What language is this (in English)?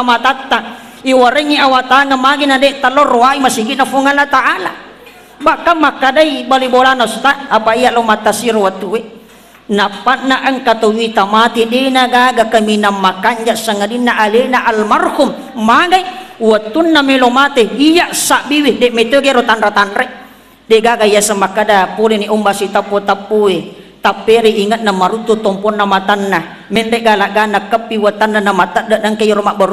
Buginese